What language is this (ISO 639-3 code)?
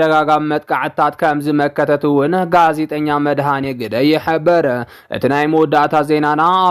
tir